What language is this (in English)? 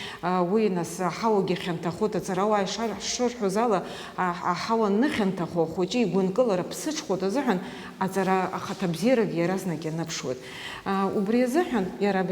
Abkhazian